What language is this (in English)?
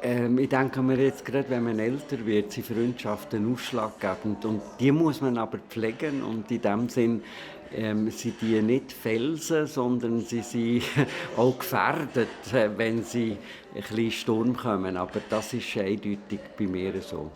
Swiss German